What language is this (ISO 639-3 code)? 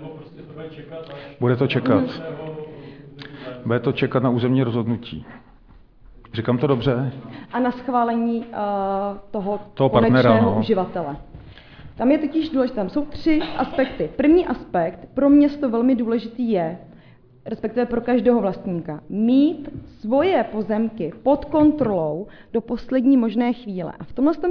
ces